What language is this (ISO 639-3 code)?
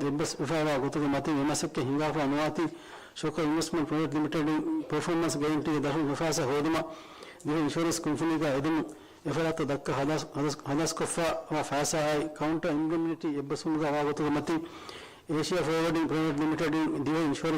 div